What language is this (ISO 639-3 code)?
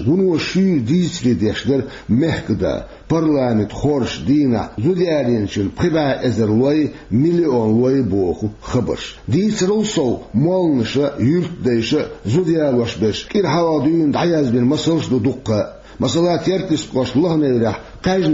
che